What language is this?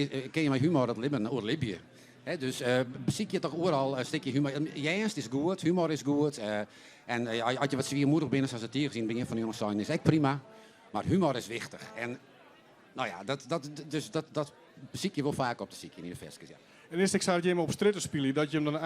Western Frisian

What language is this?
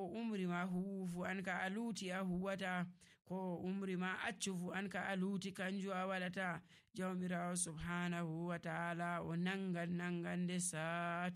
Nigerian Fulfulde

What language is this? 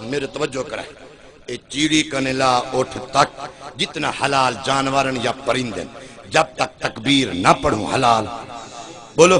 Saraiki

